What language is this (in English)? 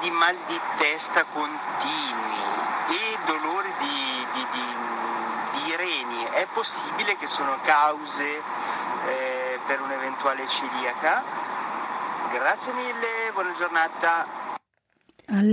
Italian